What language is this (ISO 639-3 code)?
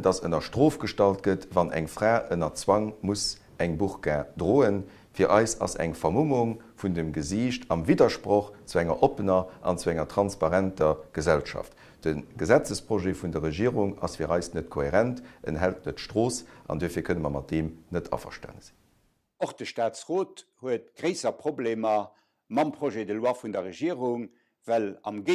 ltz